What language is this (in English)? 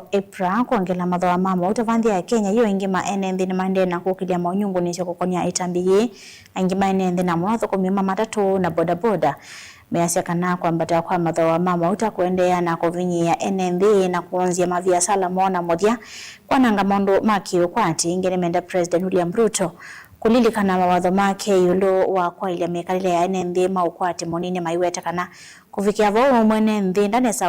Kamba